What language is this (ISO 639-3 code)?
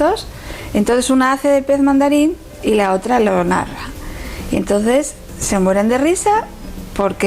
ast